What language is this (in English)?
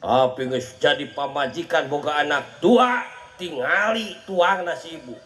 Sundanese